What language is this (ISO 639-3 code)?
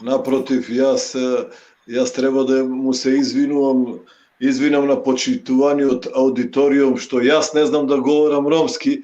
rmn